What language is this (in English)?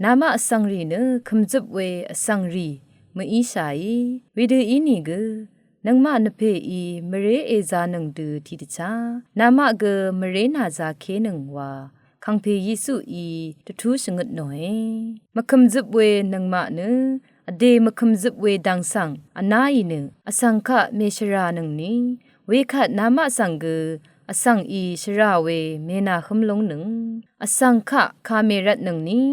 Rawang